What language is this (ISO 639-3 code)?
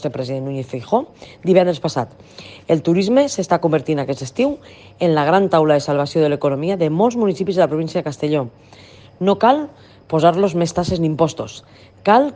cat